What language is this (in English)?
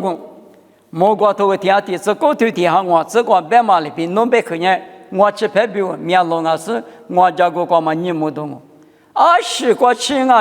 Lisu